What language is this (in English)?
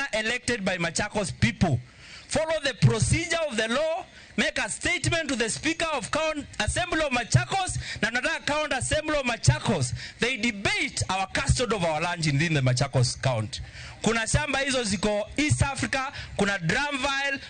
Luo (Kenya and Tanzania)